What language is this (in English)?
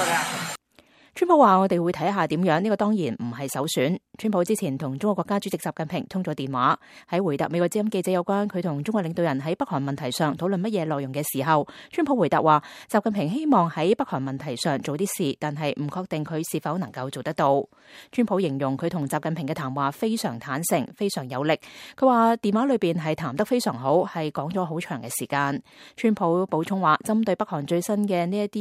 Cantonese